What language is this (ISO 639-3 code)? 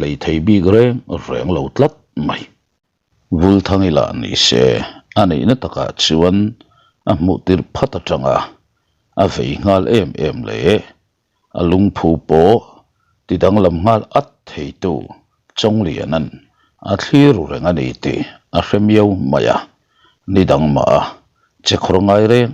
lus